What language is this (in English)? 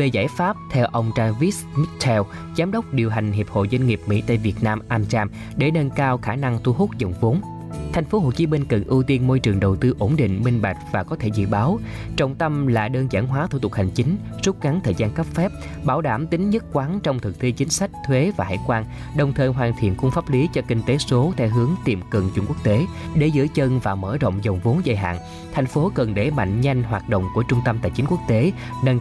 Vietnamese